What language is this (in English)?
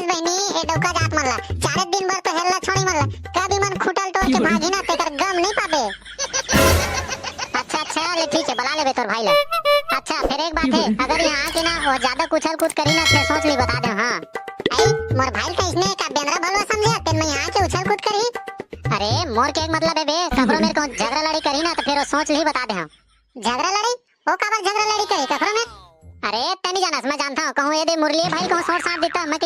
Chhattisgarhi